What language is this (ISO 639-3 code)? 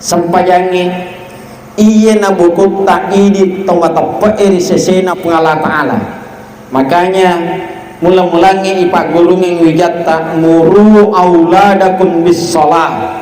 bug